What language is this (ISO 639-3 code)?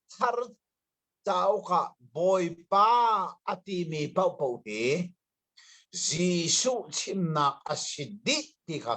cnh